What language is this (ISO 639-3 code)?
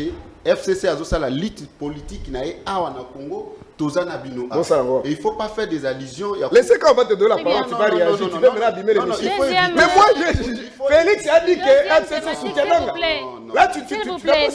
fra